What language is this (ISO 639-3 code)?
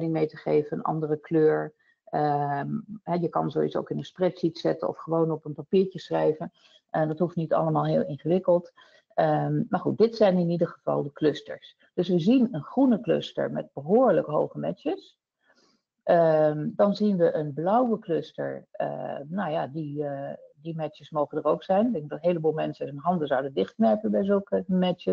nld